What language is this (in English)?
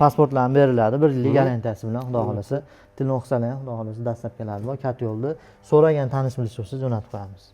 Uzbek